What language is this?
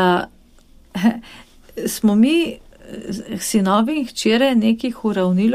Slovenian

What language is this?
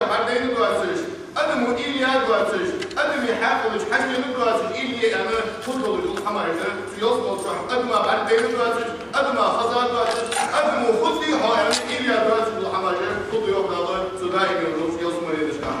Ingush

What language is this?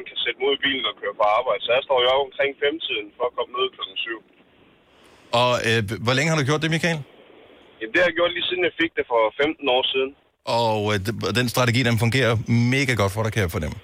Danish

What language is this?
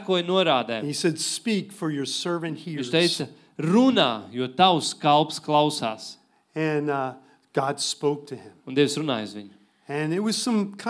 Latvian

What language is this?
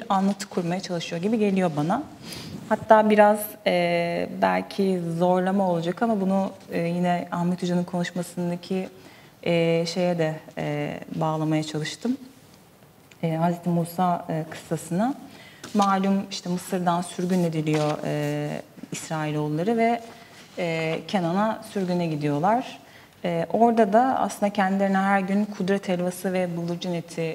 Turkish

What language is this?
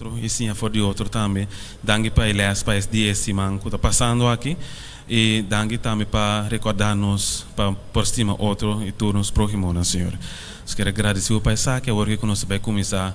Papiamento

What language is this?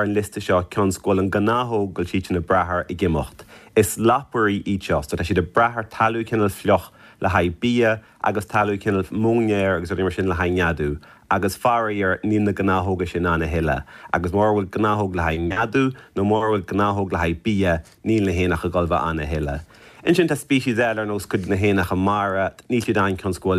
Irish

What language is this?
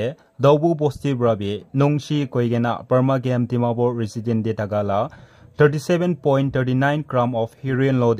Naga Pidgin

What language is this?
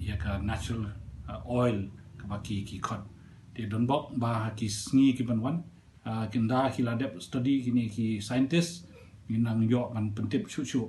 Khasi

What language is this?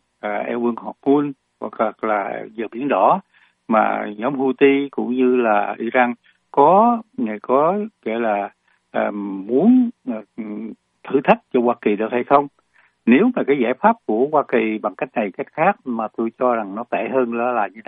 Vietnamese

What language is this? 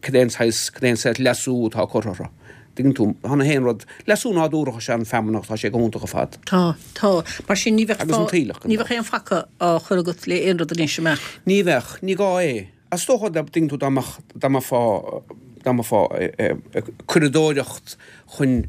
Irish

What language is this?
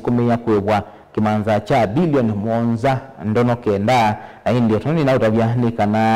Kamba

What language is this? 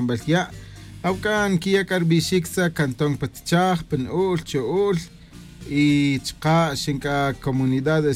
Tz'utujil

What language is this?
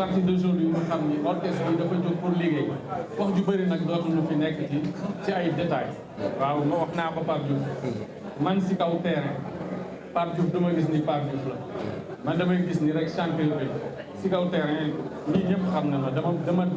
Wolof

